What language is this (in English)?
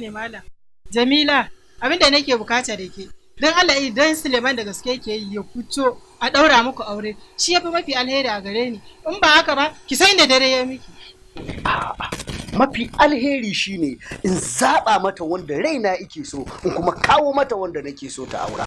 Hausa